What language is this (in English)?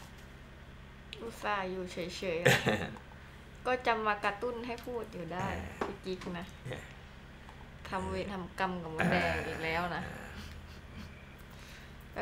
Thai